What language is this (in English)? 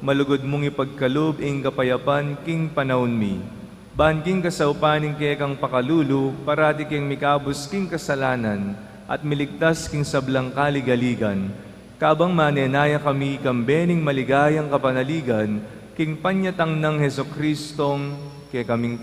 Pampanga